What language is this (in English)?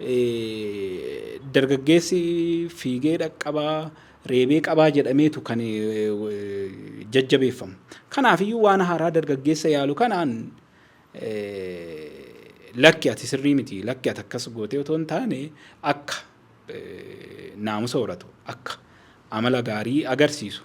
Oromo